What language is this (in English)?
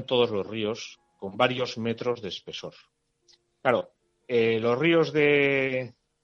Spanish